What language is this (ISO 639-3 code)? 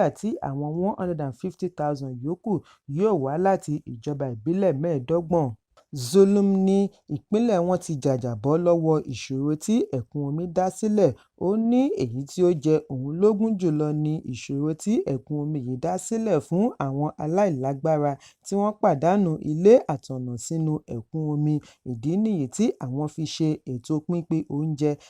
yor